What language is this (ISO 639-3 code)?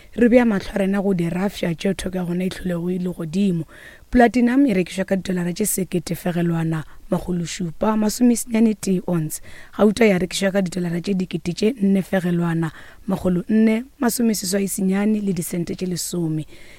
nso